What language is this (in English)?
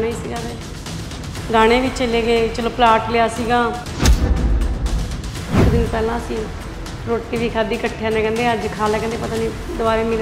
Punjabi